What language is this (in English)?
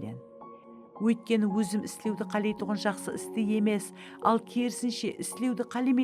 Kara-Kalpak